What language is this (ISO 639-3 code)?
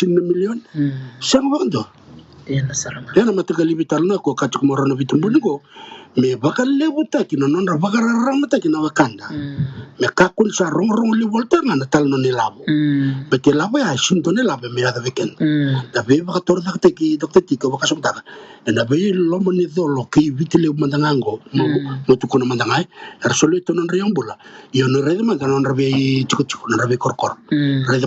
fij